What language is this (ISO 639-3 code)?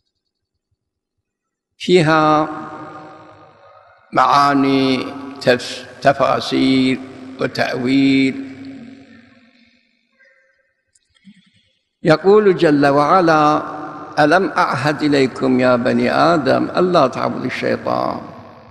ara